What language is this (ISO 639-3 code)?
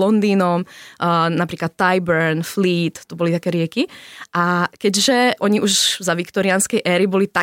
slk